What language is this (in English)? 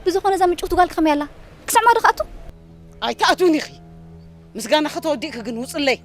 Tigrinya